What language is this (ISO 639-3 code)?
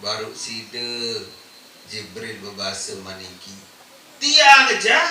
sas